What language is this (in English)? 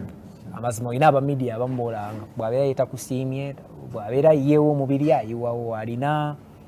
Ganda